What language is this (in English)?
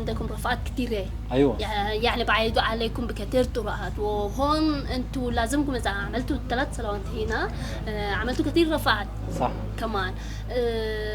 Sudanese Arabic